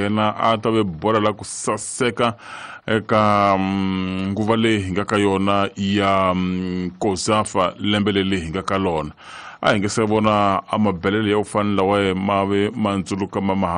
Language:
Tsonga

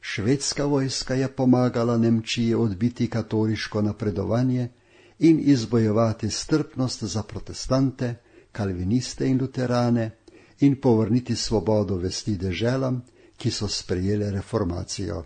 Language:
Slovenian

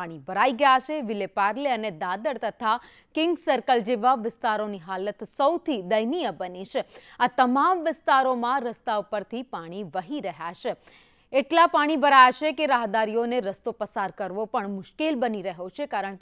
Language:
Gujarati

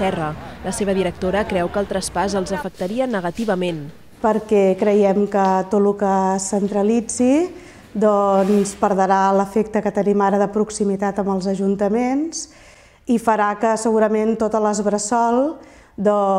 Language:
Catalan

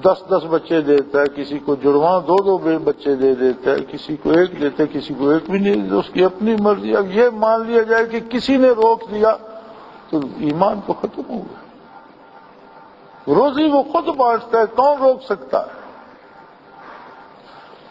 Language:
Urdu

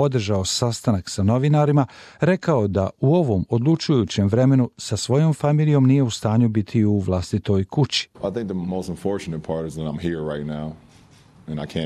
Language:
Bosnian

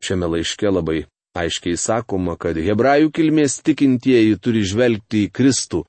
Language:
Lithuanian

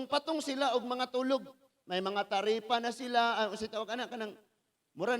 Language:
Cebuano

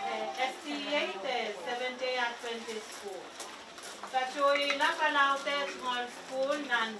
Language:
Pohnpeian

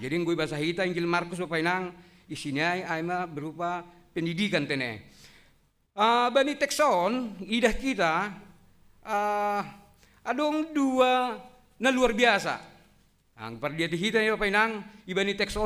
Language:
Batak Simalungun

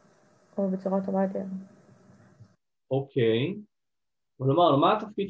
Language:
Hebrew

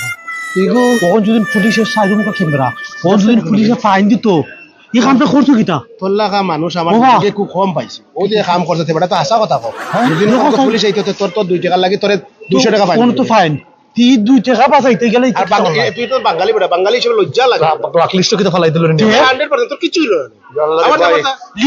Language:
Sylheti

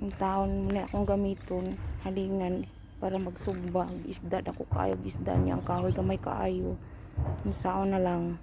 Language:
Cebuano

